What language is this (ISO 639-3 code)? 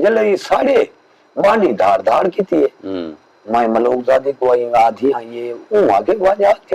skr